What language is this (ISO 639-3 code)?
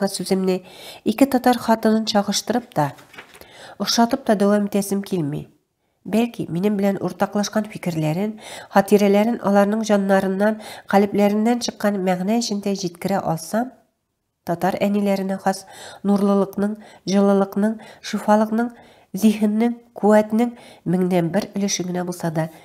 tat